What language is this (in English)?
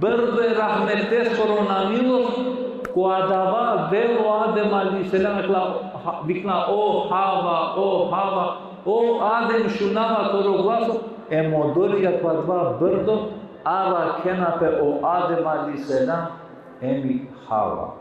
Balkan Romani